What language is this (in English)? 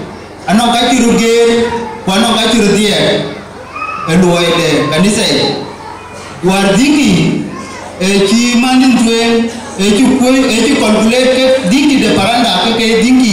Dinka